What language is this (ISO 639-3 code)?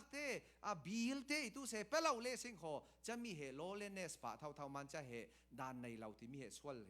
cfm